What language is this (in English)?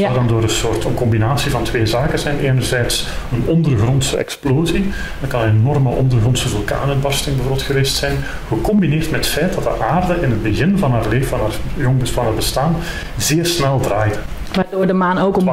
Dutch